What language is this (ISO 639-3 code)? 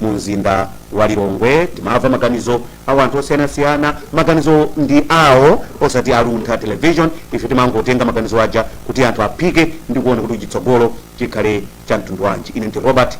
nya